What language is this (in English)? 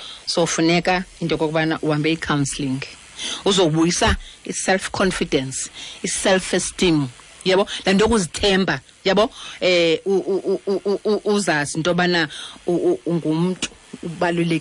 Xhosa